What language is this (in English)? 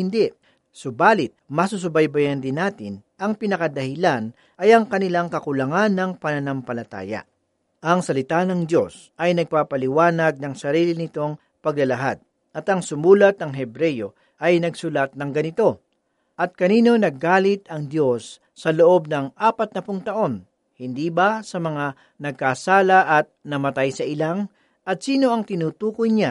Filipino